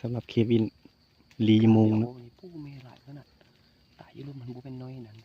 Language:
Northeastern Thai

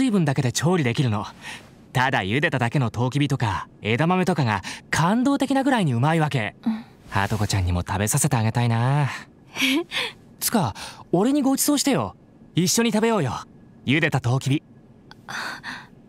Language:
Japanese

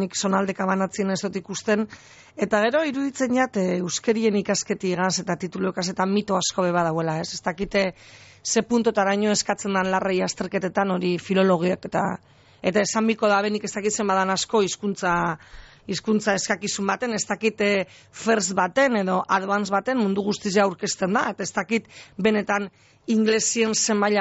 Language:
Basque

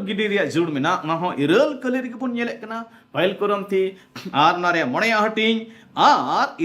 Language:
Santali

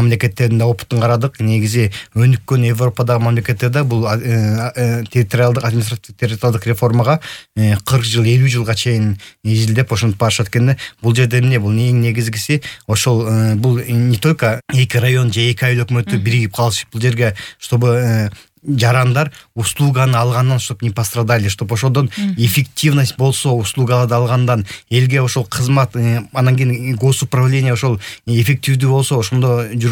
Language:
Kyrgyz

